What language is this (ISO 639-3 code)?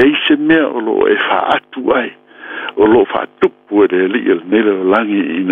smo